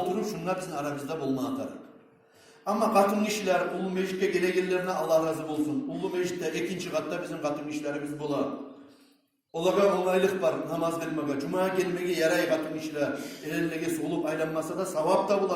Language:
Kumyk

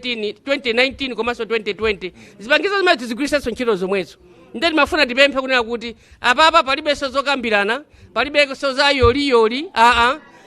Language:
Nyanja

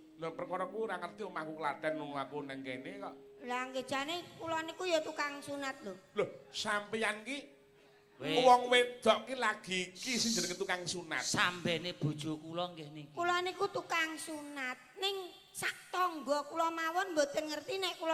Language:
Javanese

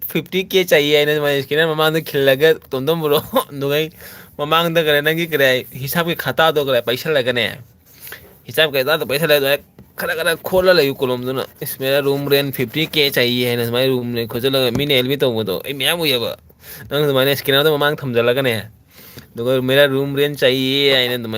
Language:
Manipuri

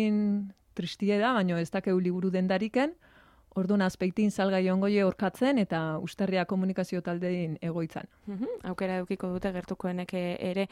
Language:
Basque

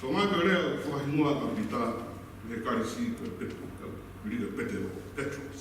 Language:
Tongan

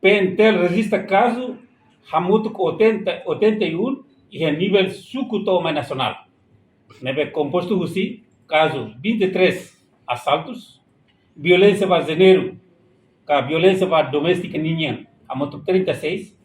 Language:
Tetum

